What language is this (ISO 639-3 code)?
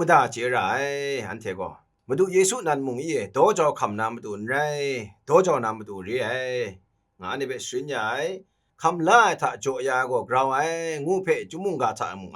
kac